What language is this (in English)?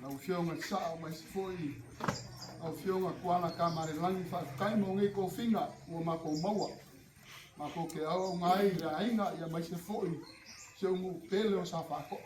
Samoan